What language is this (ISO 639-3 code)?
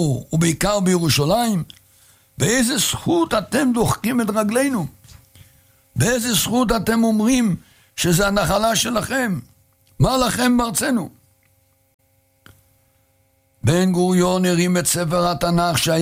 heb